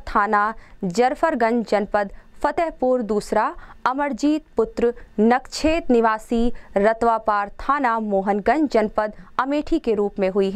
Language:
Hindi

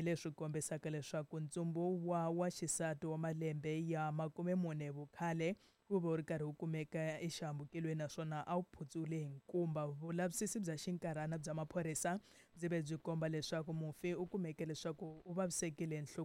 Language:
Tsonga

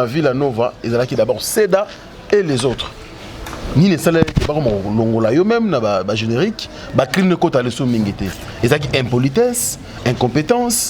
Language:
Lingala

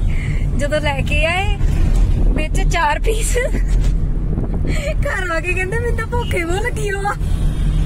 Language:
Punjabi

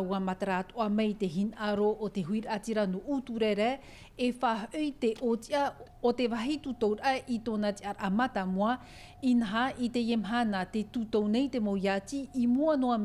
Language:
Tahitian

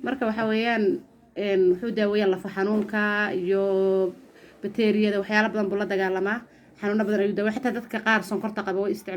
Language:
Somali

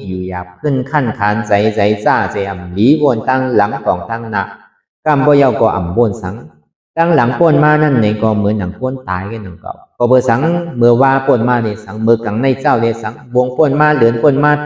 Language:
Shan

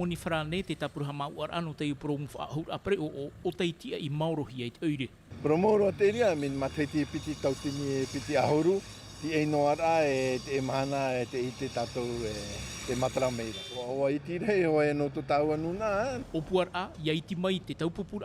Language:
Tahitian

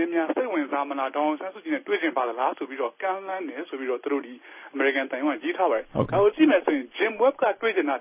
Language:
Burmese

